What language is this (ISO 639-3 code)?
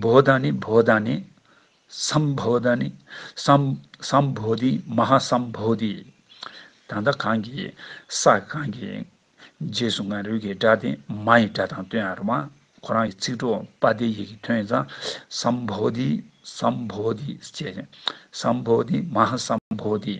bod